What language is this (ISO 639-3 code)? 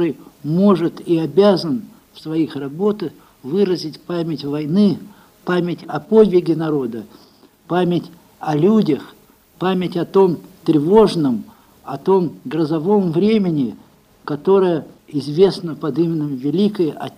rus